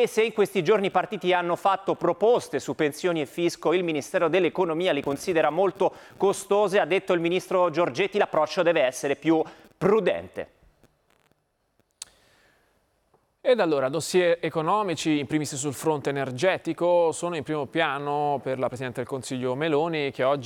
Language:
Italian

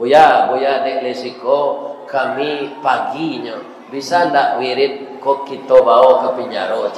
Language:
Minangkabau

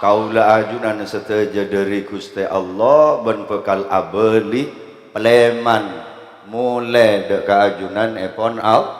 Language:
Madurese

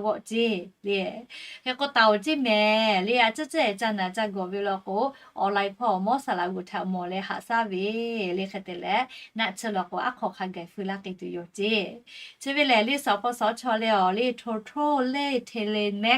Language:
Lahu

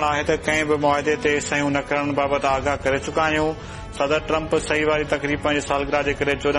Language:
Sindhi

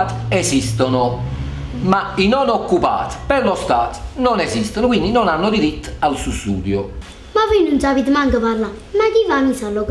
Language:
Neapolitan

